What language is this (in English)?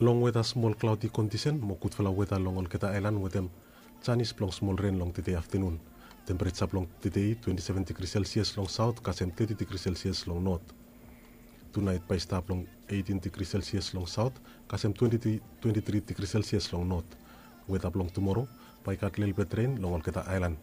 Bislama